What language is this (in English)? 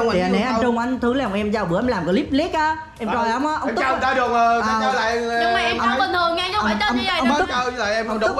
Vietnamese